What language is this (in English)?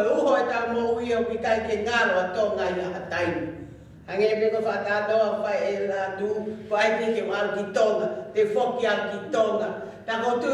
Tongan